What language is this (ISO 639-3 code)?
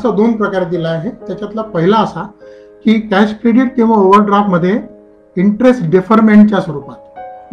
mar